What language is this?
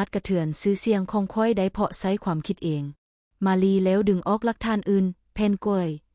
Lao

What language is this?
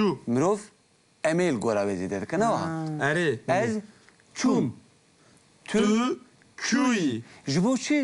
Kurdish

